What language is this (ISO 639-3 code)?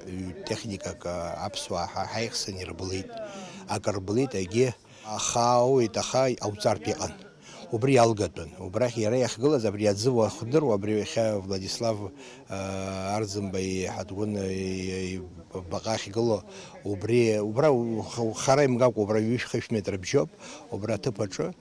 abk